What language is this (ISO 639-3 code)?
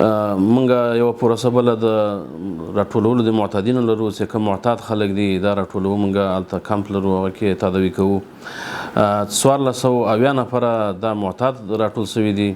pus